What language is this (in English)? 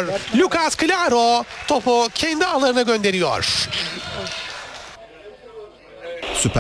Turkish